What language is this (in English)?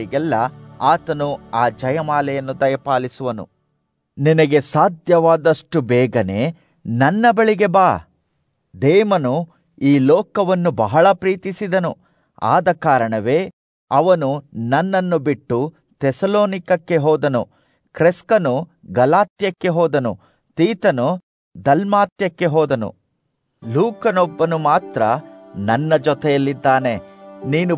Kannada